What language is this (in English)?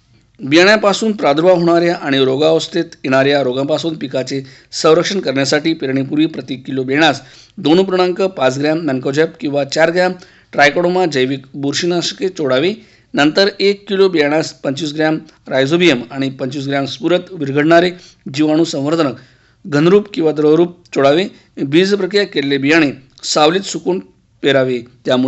Marathi